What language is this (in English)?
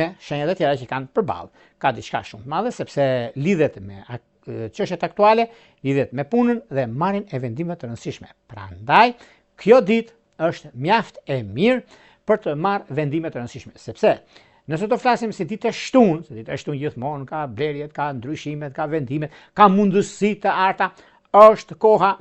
Albanian